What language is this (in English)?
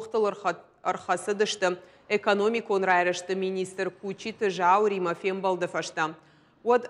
Ossetic